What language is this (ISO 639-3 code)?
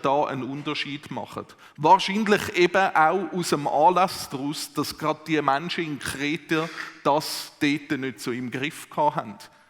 gsw